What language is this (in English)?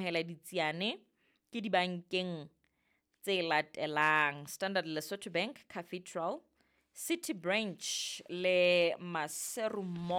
Southern Sotho